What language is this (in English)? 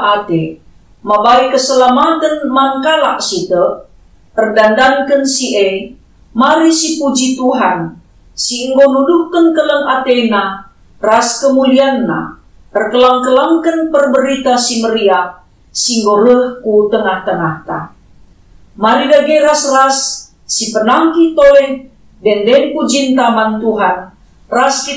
Batak Karo